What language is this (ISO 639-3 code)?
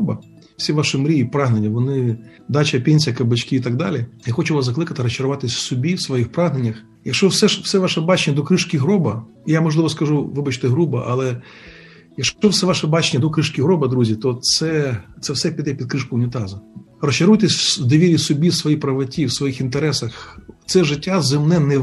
ukr